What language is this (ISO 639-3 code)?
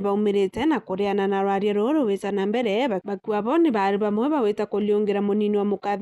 mer